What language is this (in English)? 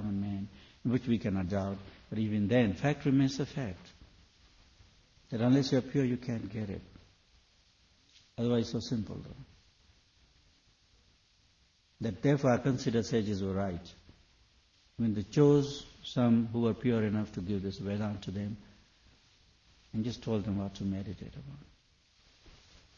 English